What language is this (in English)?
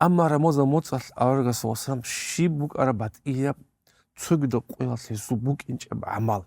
Avaric